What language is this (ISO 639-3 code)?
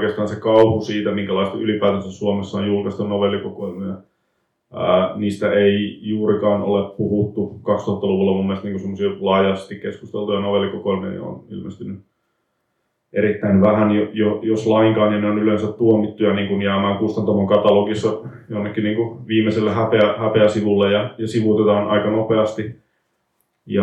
fin